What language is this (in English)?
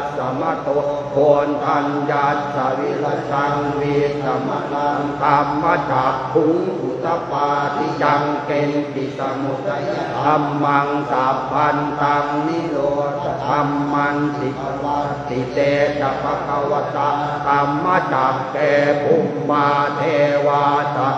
Pali